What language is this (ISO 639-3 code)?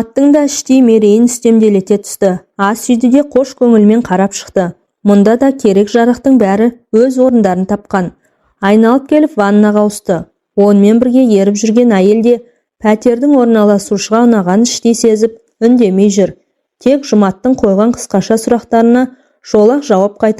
kaz